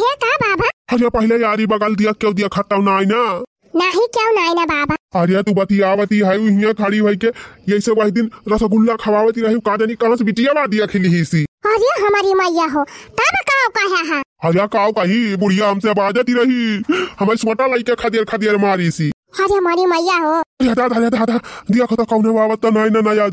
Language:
Awadhi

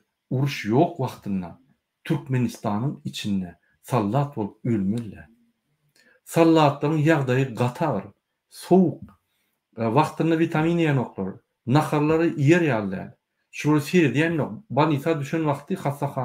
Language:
Turkmen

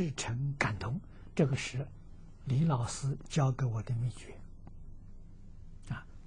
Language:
Chinese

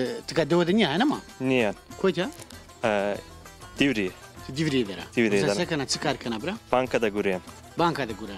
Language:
Zaza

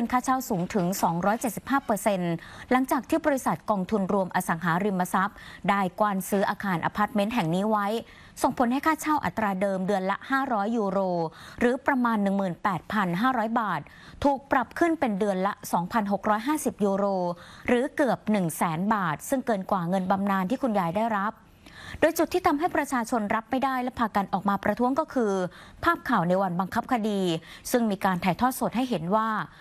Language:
Thai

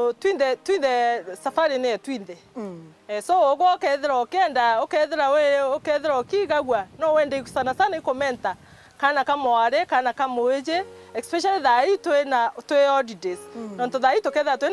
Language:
Meru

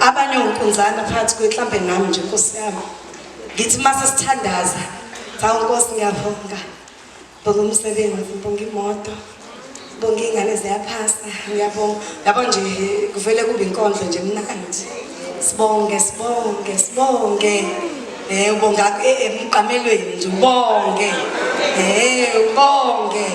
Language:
Zulu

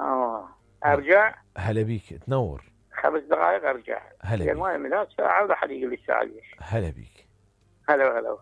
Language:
Mesopotamian Arabic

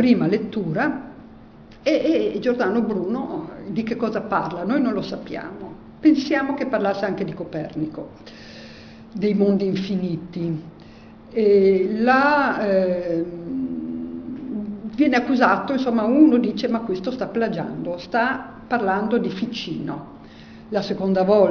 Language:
Italian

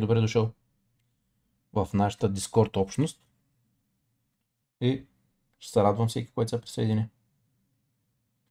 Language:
Bulgarian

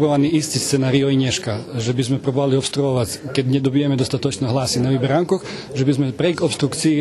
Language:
Rusyn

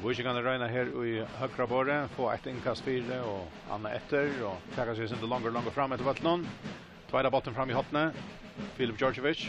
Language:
Faroese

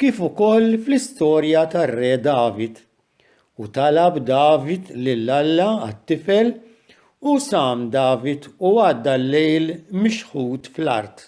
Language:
Maltese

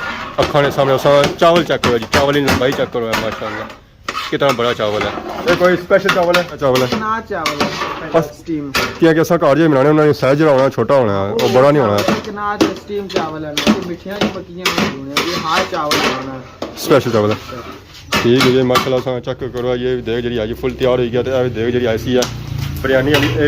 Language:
Pahari-Potwari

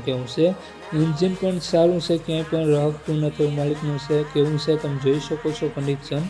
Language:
Gujarati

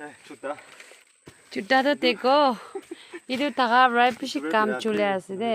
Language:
Naga Pidgin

